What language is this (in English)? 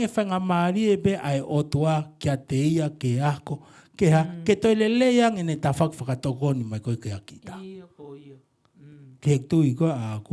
Tongan